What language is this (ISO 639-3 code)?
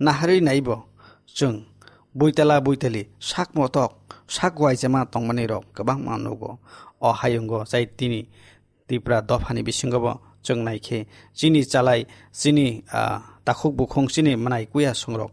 trp